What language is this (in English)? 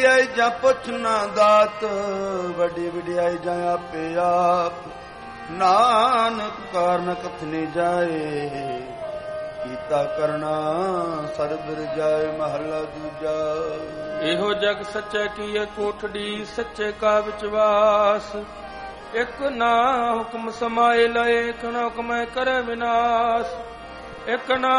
Punjabi